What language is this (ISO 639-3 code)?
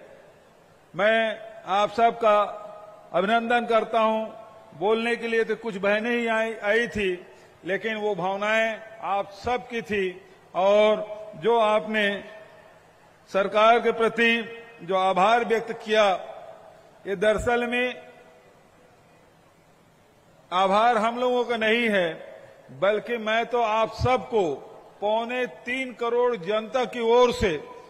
hin